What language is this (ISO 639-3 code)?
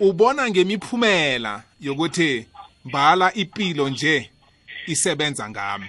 nbl